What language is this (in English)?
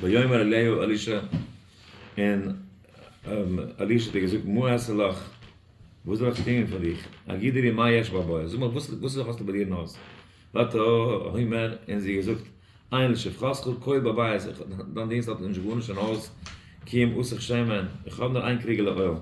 Yiddish